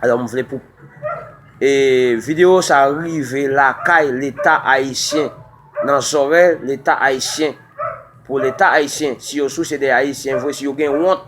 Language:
Haitian Creole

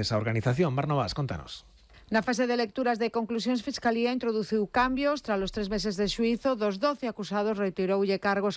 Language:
Galician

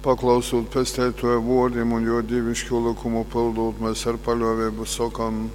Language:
Latgalian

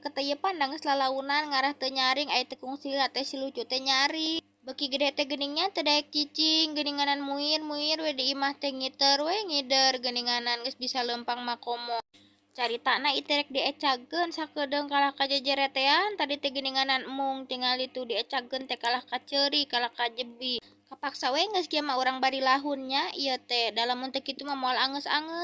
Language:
Sundanese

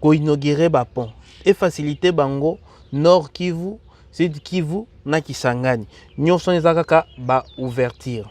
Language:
Lingala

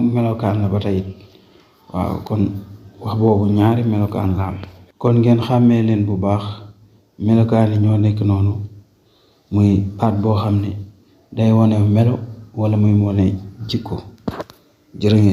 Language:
Wolof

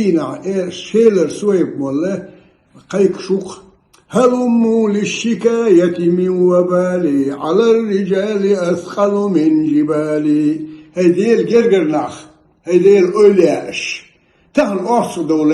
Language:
Ingush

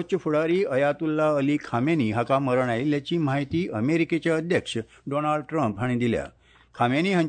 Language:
Konkani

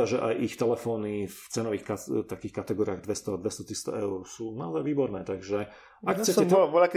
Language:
Slovak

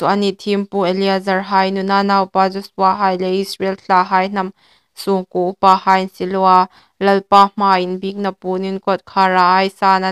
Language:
Hmar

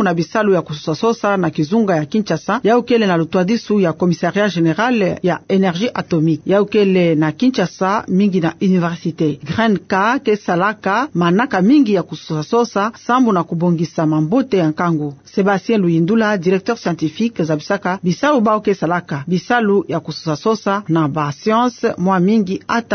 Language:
Kituba (Democratic Republic of Congo)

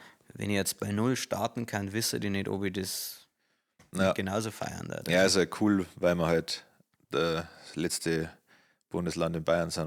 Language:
Bavarian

